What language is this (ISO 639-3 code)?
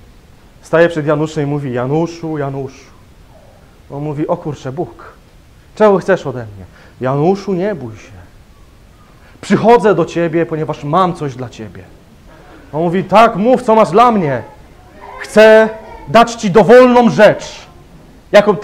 pol